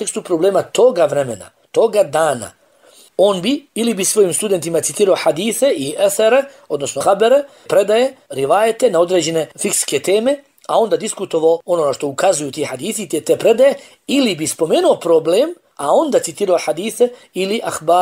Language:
Bosnian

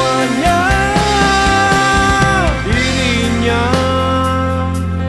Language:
Malay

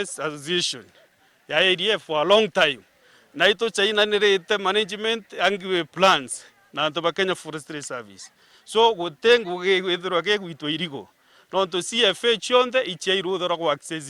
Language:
Meru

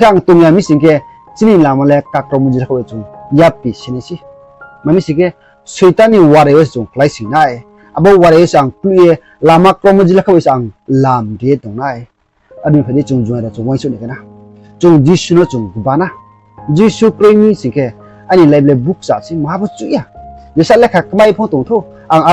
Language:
Riang (India)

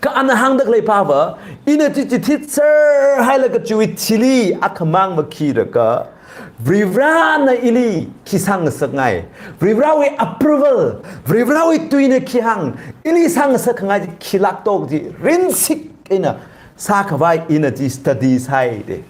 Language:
Tangkhul Naga (India)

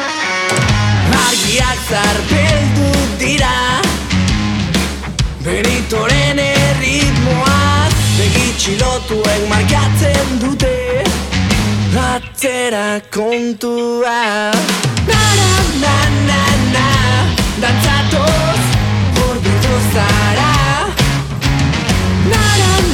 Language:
Basque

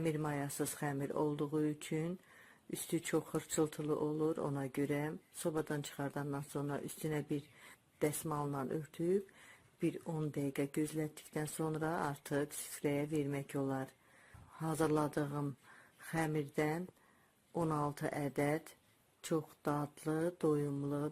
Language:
Azerbaijani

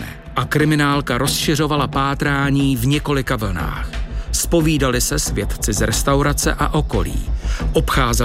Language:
Czech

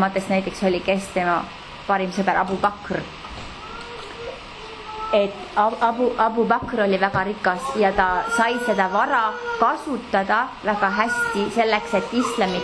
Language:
Estonian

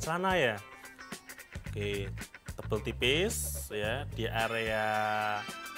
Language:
Indonesian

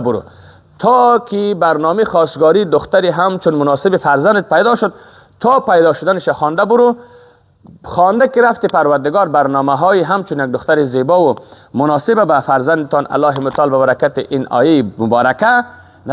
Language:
Persian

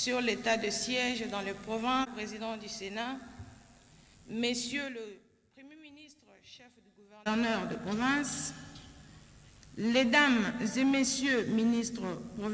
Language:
French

